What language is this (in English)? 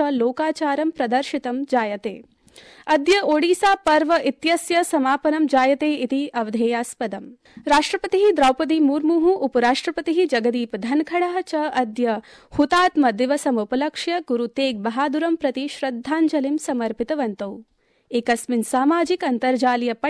Sanskrit